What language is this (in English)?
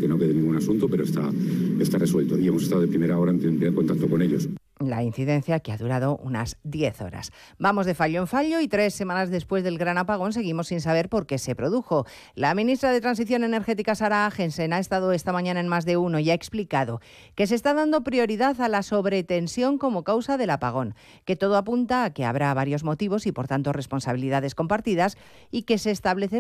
Spanish